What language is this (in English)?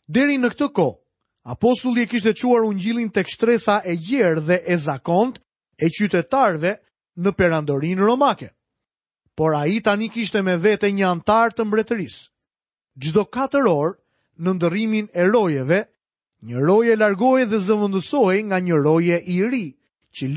Albanian